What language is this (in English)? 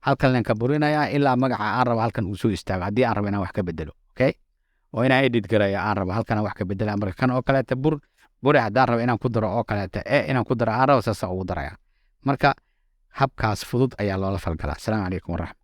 Somali